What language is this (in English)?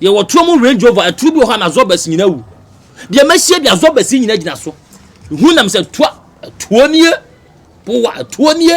Akan